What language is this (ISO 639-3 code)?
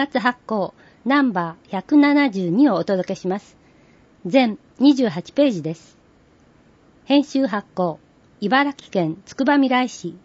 jpn